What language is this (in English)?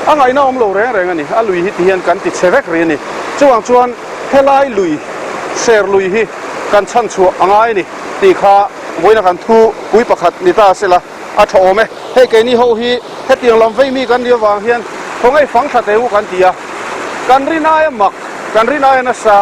Mizo